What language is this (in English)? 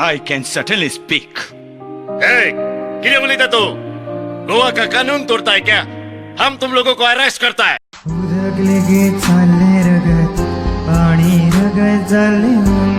Konkani